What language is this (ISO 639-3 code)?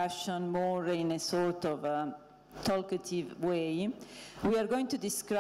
eng